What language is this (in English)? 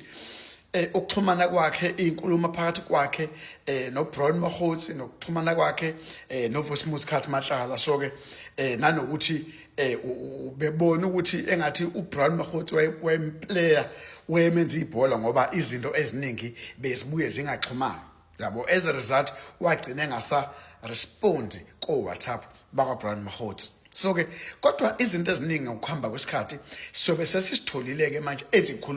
Zulu